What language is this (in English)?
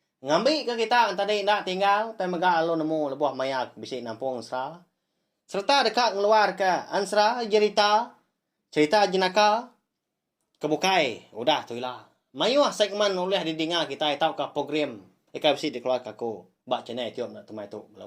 Iban